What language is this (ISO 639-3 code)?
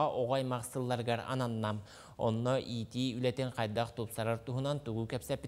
sah